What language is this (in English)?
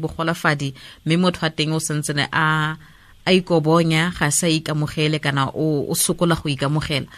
Tswana